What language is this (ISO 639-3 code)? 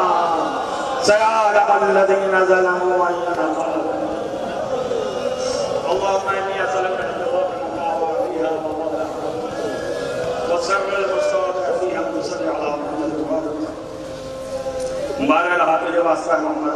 urd